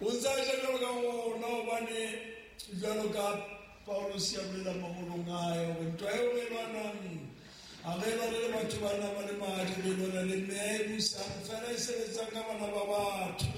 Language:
Southern Sotho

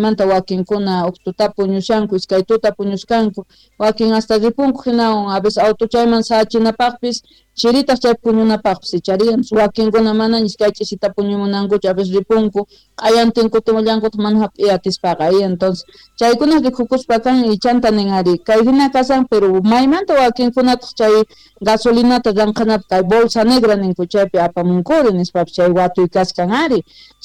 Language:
South Bolivian Quechua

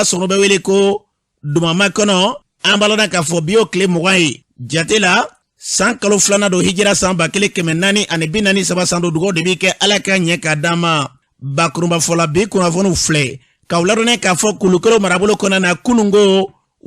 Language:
Bambara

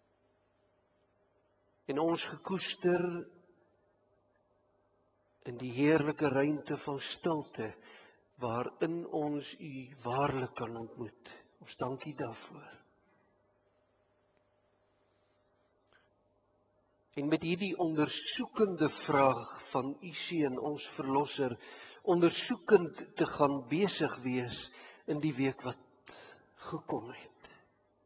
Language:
Afrikaans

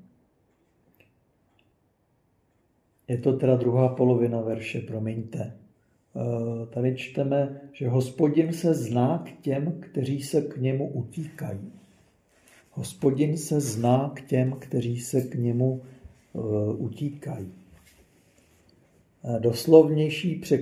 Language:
Czech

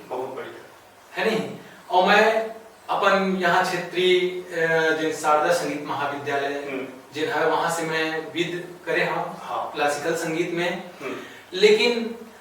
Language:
Chhattisgarhi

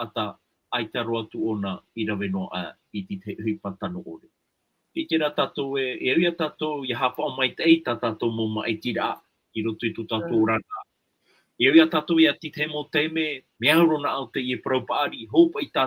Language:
Tahitian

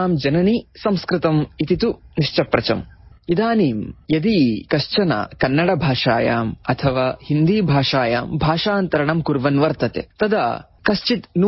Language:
Sanskrit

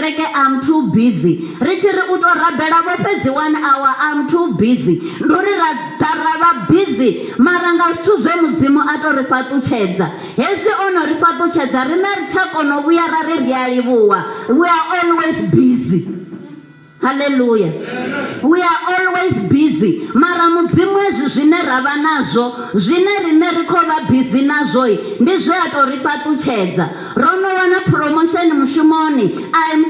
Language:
Venda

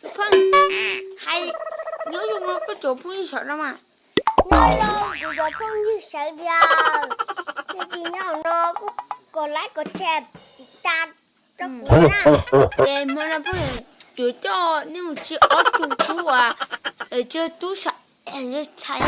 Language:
Hmong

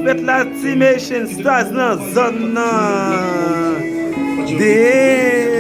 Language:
Haitian Creole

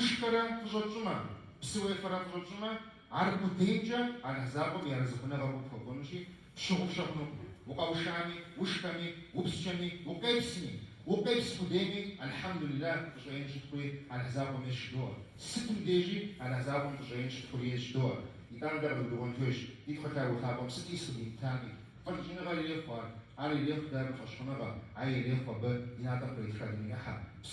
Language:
Kabardian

